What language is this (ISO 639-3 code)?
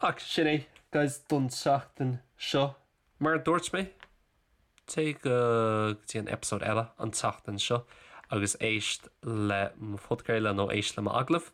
gle